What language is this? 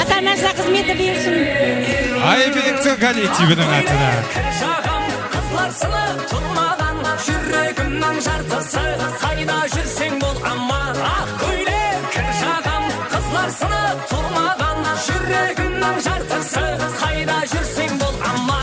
Kara-Kalpak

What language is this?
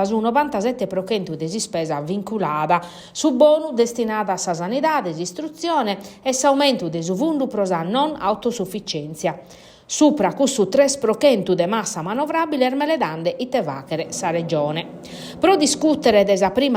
Sardinian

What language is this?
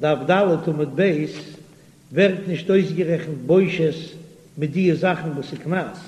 Yiddish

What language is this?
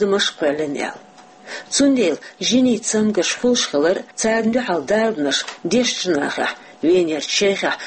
Chechen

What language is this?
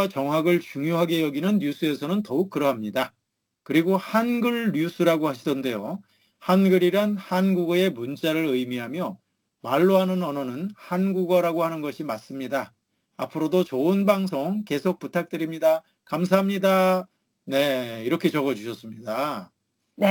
Korean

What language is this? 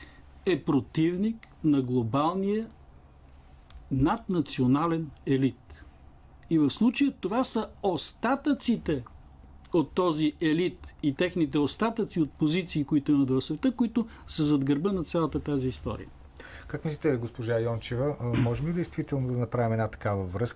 Bulgarian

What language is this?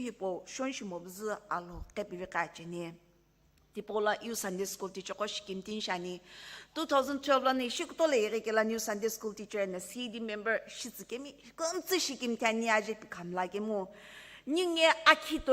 Sumi Naga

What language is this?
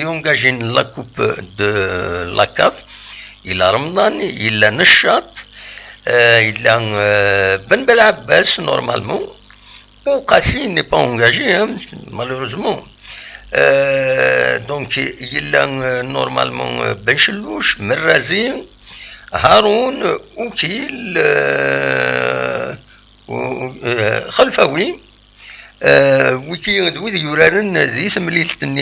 Kabyle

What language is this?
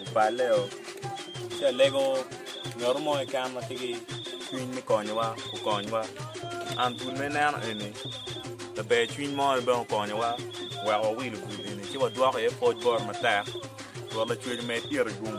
Acoli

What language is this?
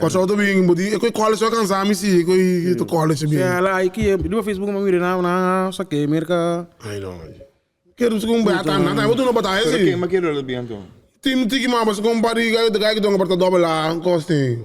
Papiamento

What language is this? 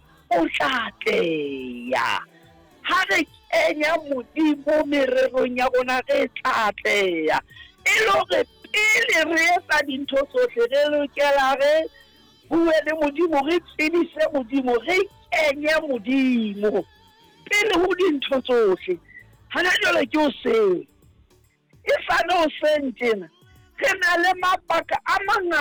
Southern Sotho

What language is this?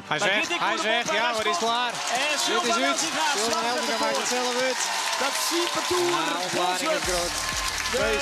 Western Frisian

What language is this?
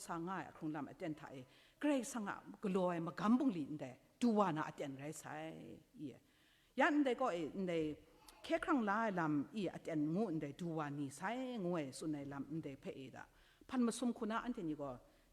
Kachin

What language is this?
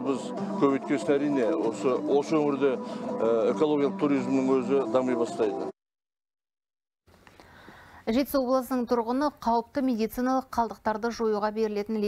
Kazakh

